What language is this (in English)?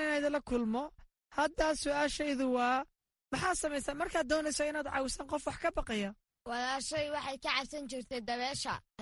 Somali